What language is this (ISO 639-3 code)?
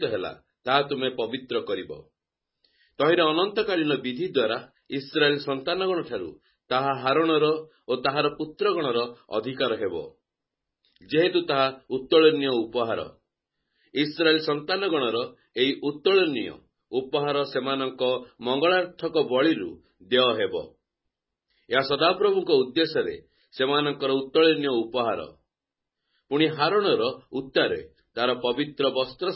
ori